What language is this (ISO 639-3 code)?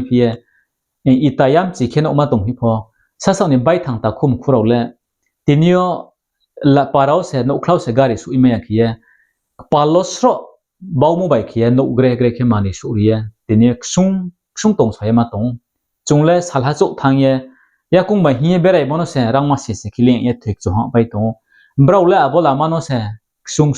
ria